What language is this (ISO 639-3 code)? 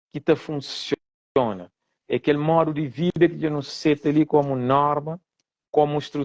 kea